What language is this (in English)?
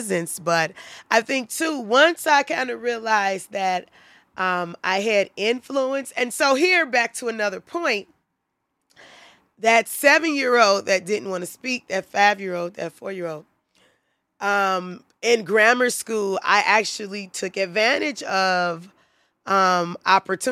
English